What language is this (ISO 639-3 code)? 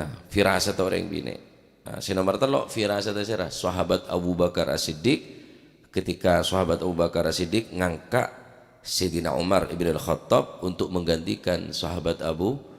mad